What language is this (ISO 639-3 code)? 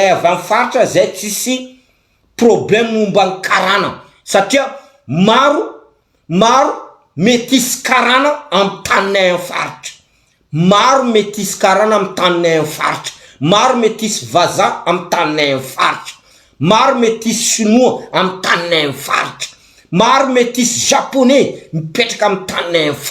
mlg